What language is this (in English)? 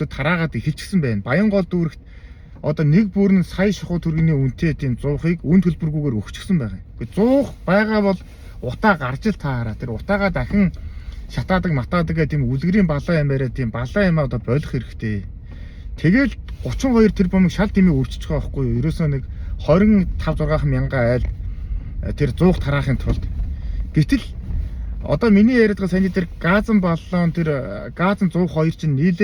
Mongolian